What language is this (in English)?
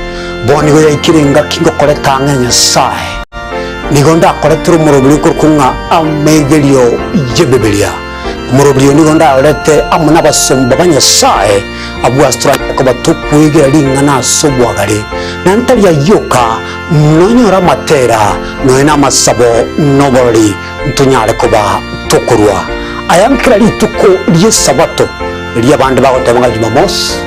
Gusii